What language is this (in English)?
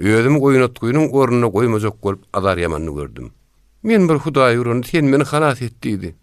Turkmen